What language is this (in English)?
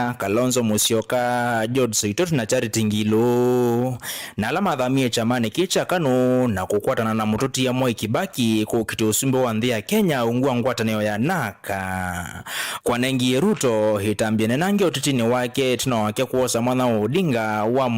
Kamba